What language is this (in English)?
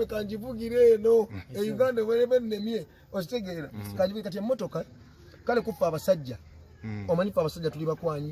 Ganda